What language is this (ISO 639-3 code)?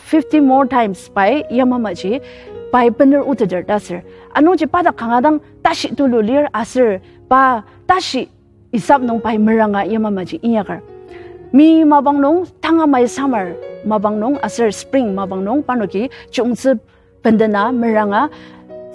njo